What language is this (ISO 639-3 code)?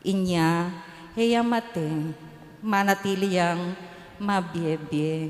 pam